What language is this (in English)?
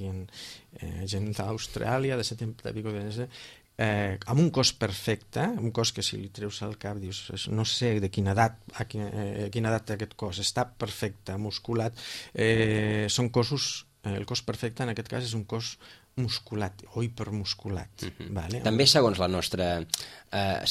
Catalan